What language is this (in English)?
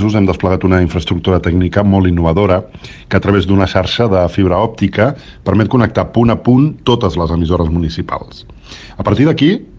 Catalan